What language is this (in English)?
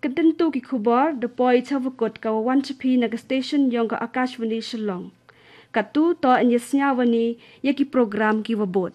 Khasi